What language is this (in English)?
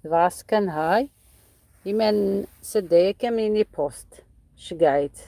Algerian Arabic